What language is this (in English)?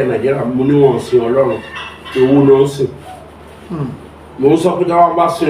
Yoruba